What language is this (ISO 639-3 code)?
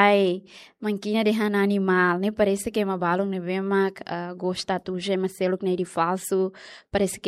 tet